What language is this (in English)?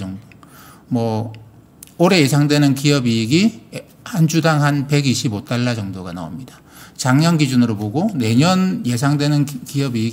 Korean